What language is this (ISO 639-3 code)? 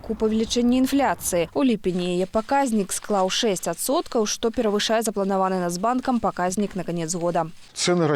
bel